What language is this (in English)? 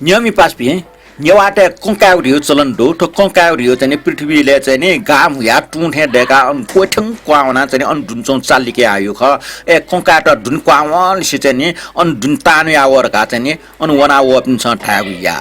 Newari